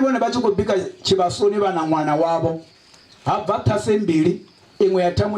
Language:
Venda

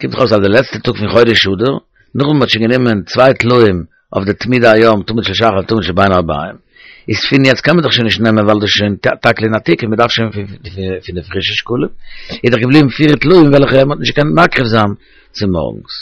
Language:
Yiddish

